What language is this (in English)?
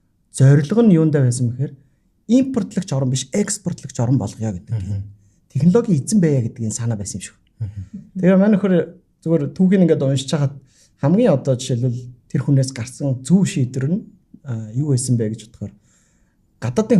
Mongolian